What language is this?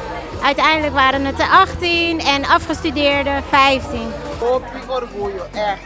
Papiamento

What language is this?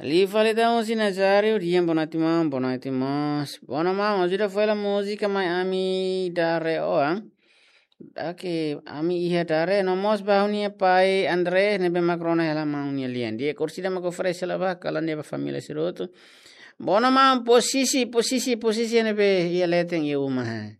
Tetum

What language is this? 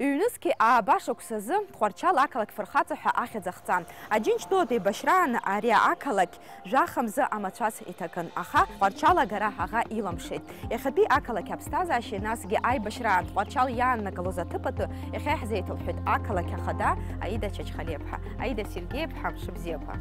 Abkhazian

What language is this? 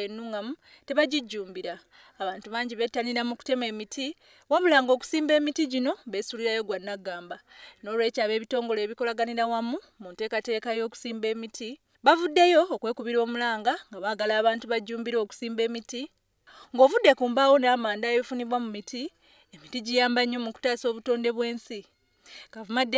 Ganda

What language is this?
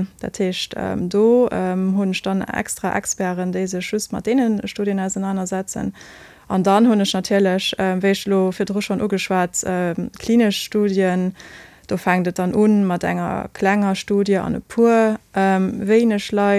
Luxembourgish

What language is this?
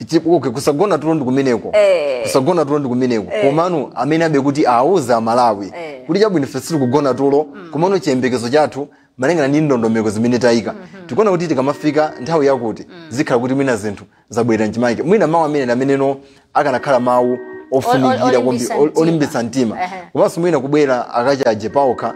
Nyanja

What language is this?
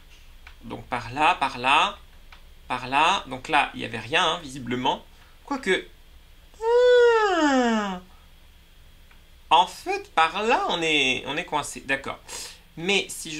French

